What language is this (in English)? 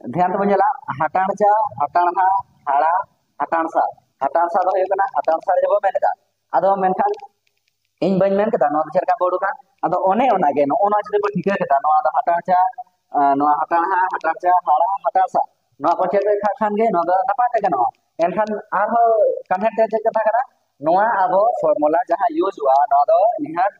Santali